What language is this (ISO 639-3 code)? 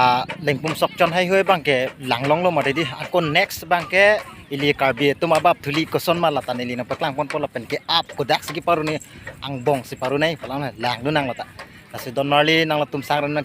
mjw